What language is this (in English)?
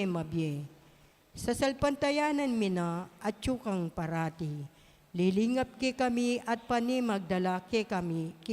Pampanga